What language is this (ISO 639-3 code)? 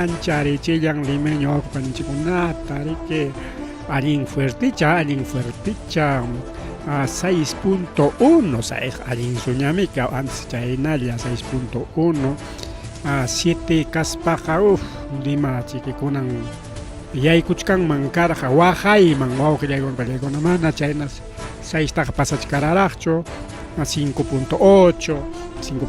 quy